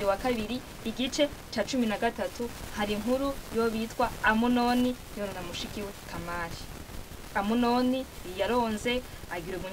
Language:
Rundi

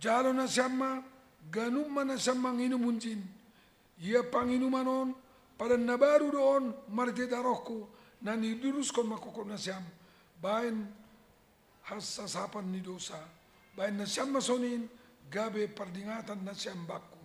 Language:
Batak Simalungun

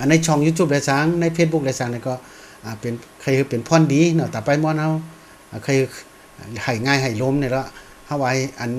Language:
Shan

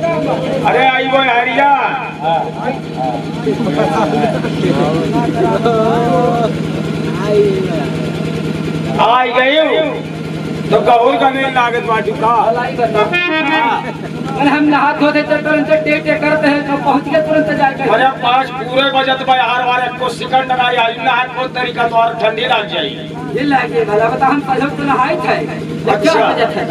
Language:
Bhojpuri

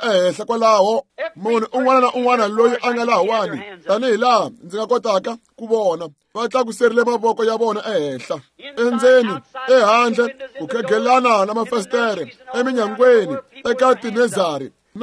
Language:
Tsonga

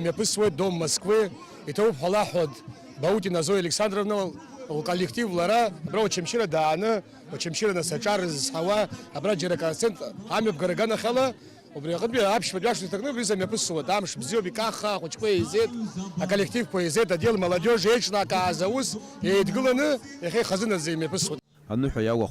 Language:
Abkhazian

